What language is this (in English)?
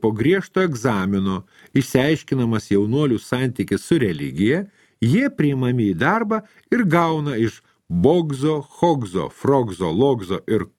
Lithuanian